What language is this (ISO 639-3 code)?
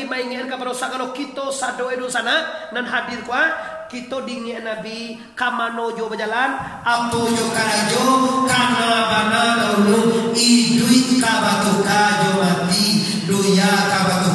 min